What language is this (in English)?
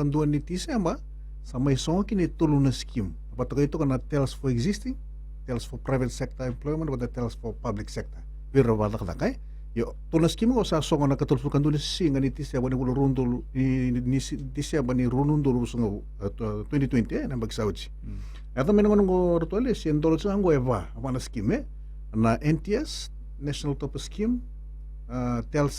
Fijian